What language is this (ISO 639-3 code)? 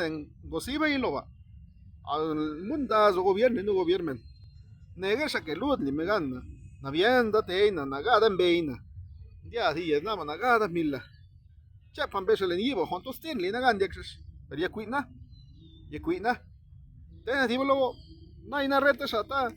zap